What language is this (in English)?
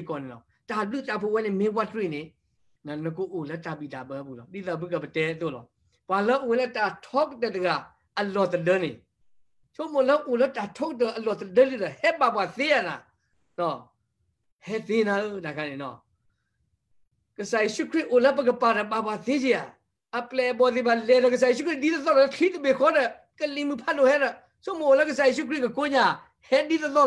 S'gaw Karen